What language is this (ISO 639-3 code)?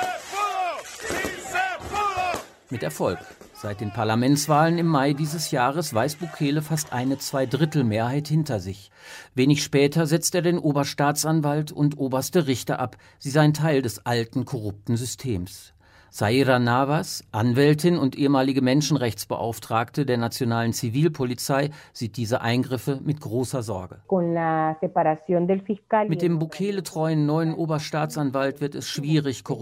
deu